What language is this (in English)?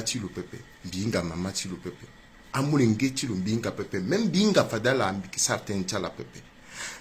Sango